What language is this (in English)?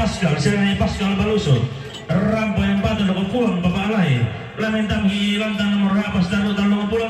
Toraja-Sa'dan